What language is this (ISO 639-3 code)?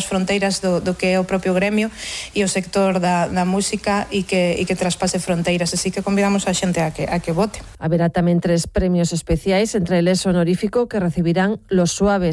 glg